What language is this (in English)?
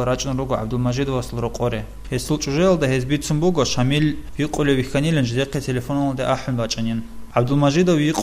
Avaric